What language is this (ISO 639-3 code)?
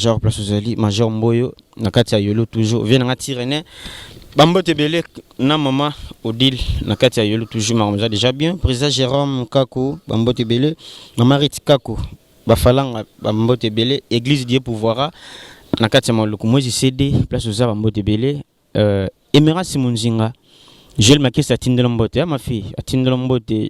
lin